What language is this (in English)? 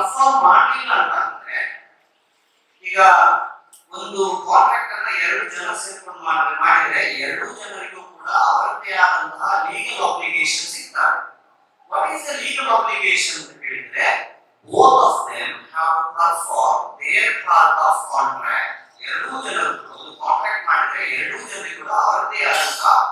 Kannada